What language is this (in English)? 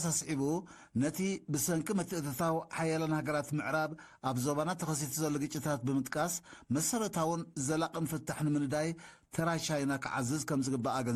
Tigrinya